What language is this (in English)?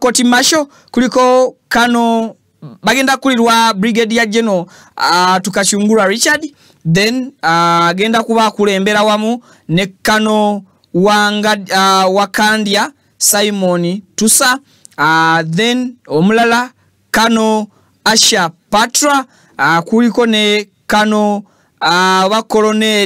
Ganda